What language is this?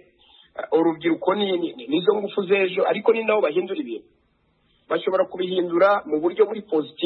Kinyarwanda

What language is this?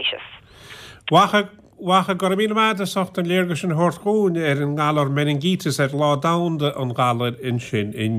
Irish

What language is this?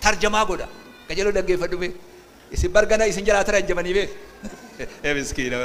Oromo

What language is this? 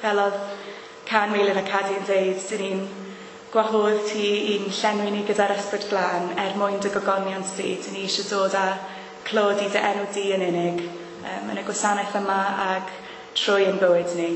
Welsh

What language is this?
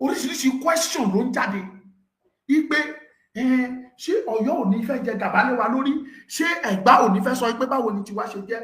Yoruba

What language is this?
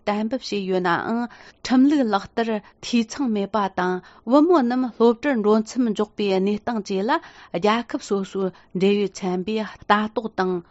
Tibetan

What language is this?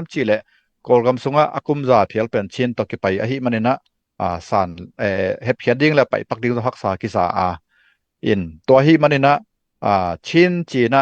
Tedim Chin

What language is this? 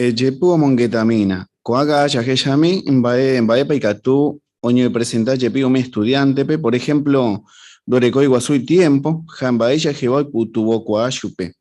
Guarani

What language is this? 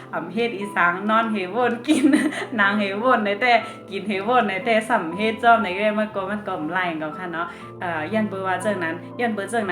Shan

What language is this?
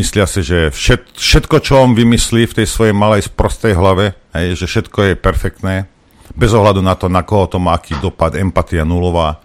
Slovak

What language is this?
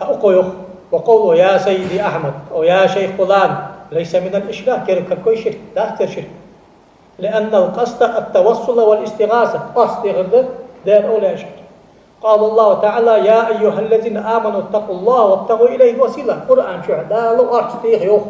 Ingush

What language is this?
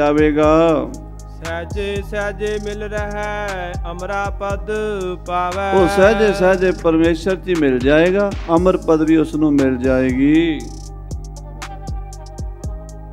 Punjabi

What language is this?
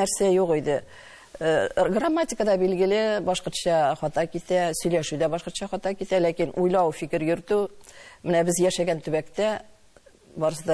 Tatar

